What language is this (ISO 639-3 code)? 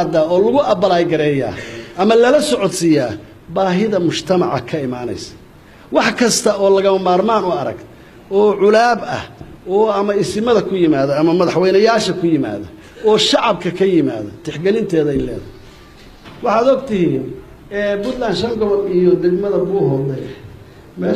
som